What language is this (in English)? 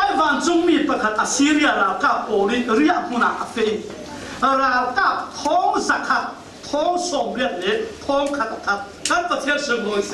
Falam Chin